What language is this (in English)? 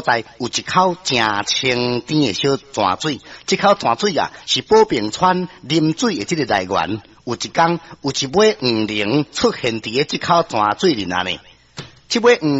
Min Nan Chinese